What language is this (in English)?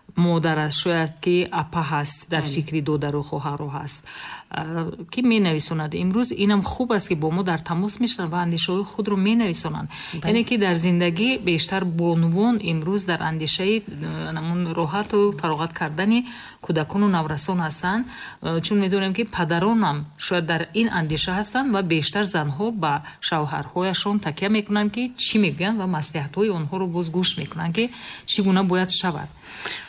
Tajik